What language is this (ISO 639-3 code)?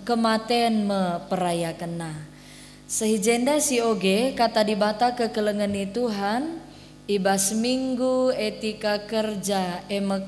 btx